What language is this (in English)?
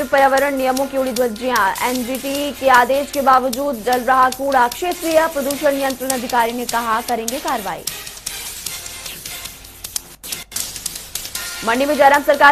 Hindi